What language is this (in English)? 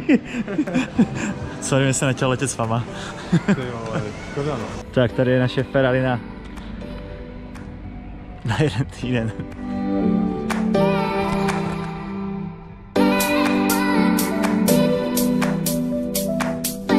Czech